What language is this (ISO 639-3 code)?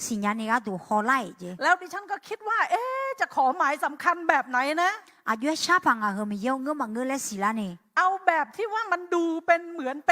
ahk